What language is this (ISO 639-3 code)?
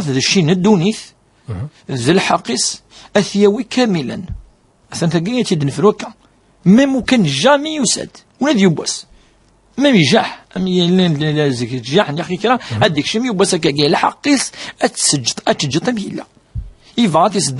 kab